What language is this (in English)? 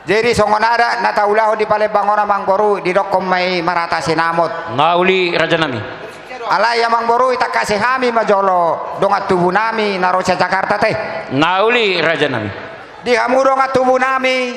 Batak Toba